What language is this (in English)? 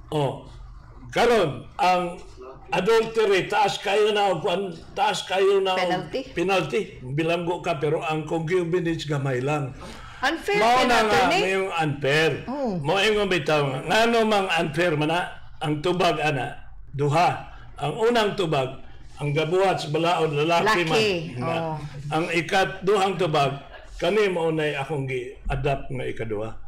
Cebuano